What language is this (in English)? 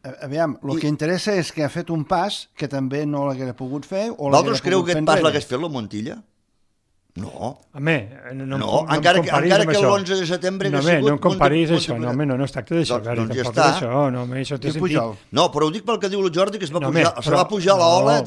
Catalan